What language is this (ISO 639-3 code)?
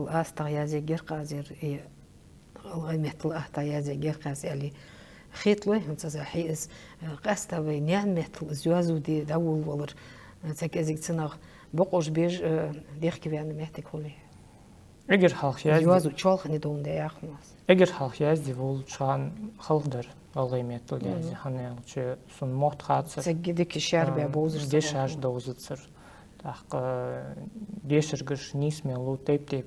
inh